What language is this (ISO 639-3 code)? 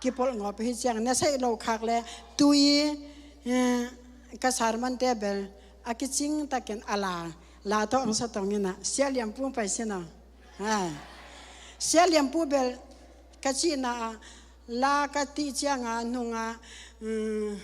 ctd